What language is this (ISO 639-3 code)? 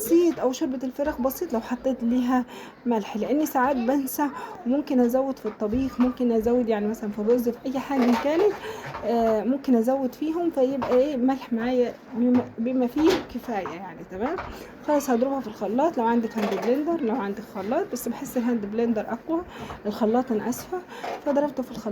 arz